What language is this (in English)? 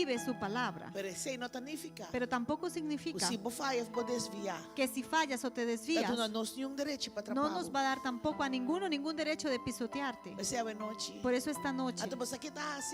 Papiamento